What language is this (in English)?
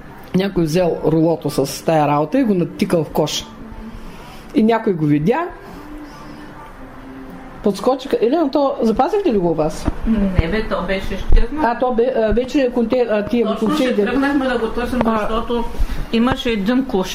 Bulgarian